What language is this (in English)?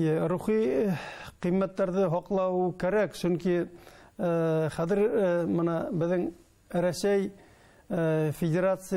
Bashkir